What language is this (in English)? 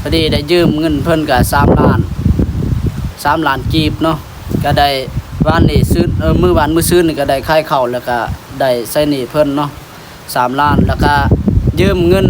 Lao